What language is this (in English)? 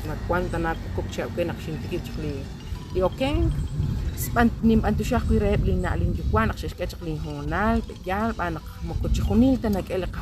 Kekchí